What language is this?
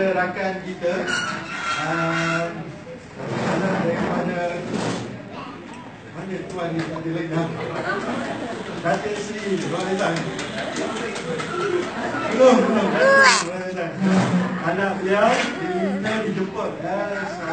Malay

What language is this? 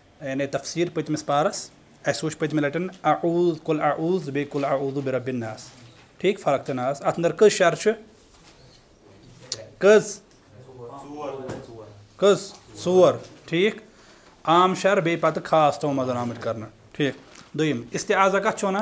Kashmiri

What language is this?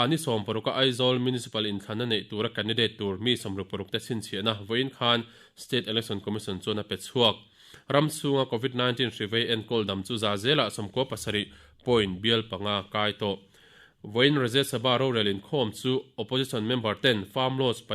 Mizo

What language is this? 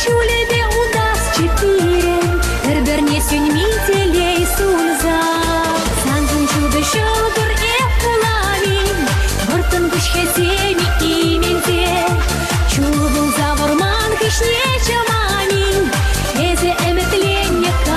Chuvash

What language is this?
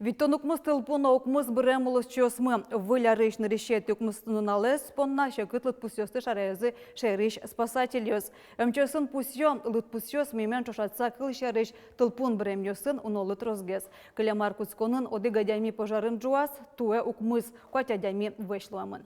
Udmurt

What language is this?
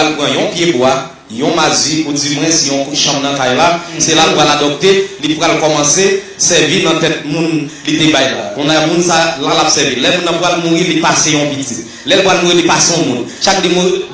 Haitian Creole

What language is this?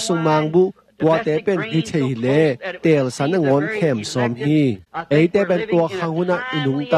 Tedim Chin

